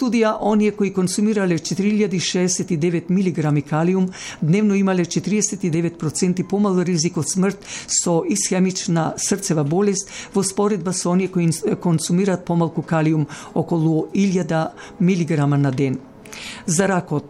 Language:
Macedonian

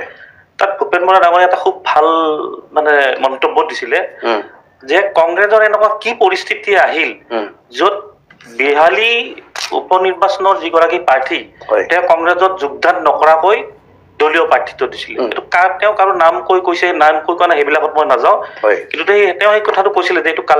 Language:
Assamese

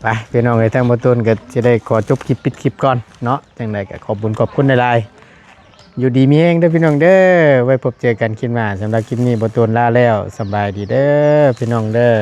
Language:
Northeastern Thai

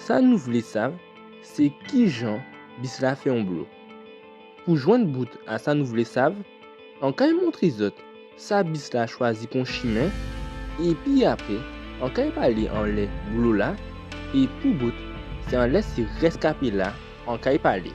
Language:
Guadeloupean Creole French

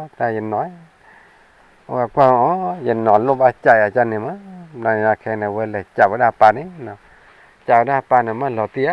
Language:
S'gaw Karen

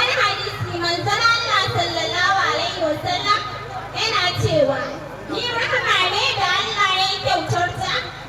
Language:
Hausa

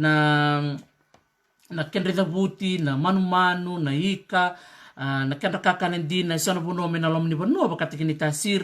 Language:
Fijian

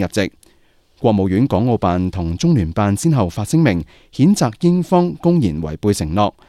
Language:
Cantonese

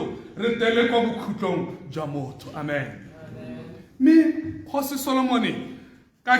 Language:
Tswana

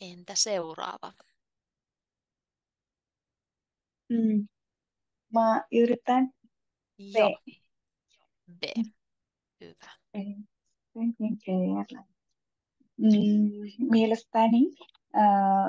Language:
Finnish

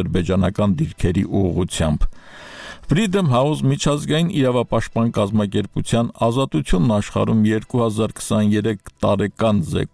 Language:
Armenian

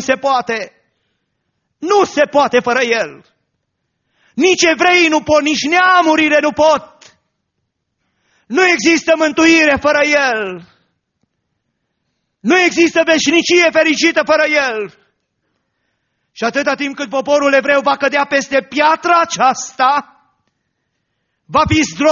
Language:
Romanian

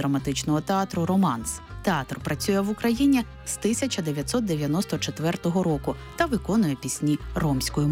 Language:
Ukrainian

